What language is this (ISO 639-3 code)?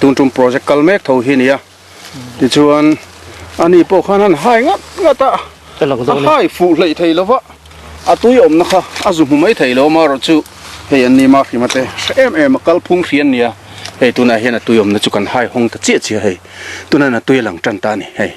lus